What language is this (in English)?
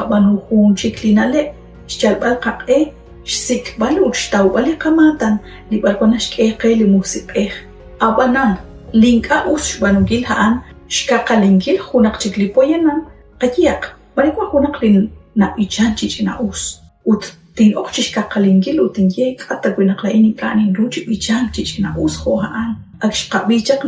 Kekchí